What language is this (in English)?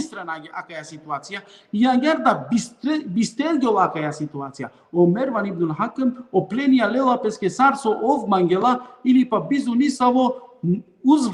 Balkan Romani